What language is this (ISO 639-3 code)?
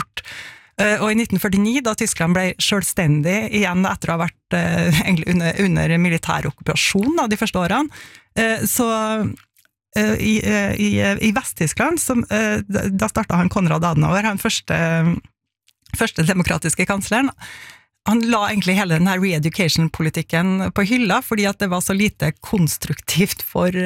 nor